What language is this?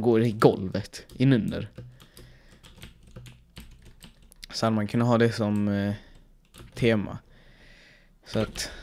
Swedish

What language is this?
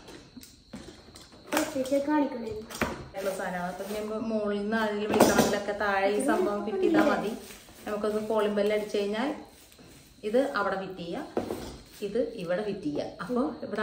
Malayalam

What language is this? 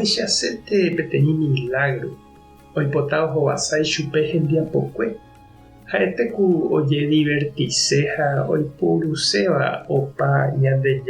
Guarani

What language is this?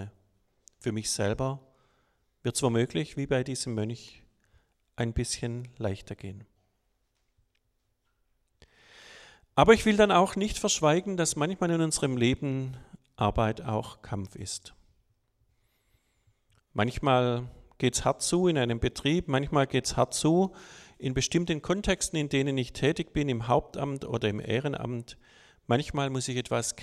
German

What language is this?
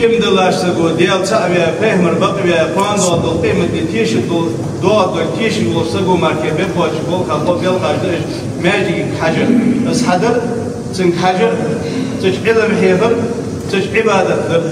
Ingush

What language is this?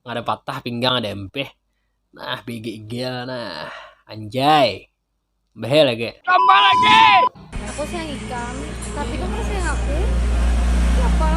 Banjar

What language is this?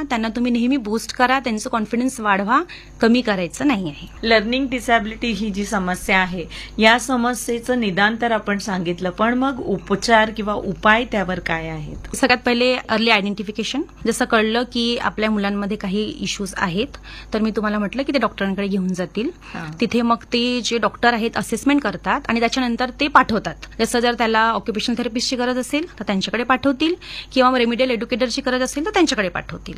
Marathi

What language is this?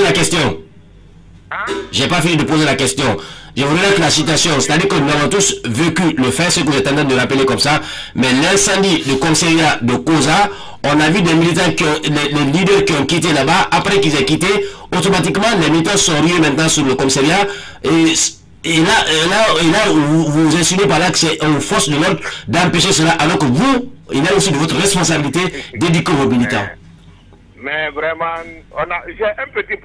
French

